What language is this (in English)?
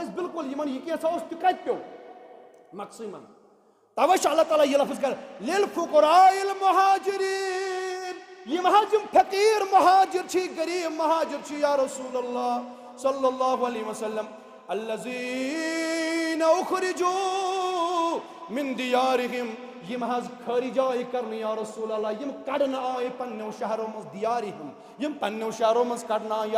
Kashmiri